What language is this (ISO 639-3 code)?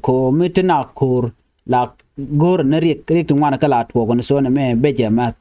nus